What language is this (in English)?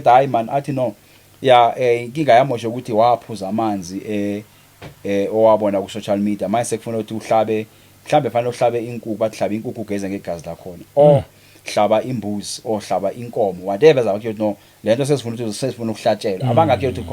Zulu